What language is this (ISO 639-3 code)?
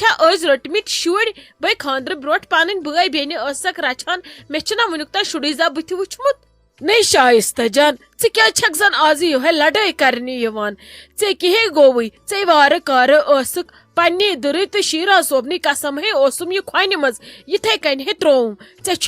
kas